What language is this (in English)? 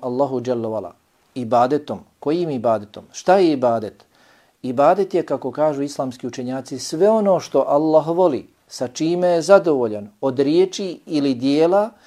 Bosnian